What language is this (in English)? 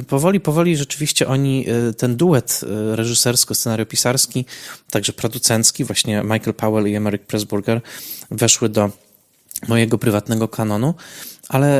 Polish